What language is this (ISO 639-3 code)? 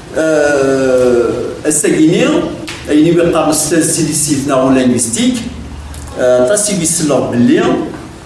kab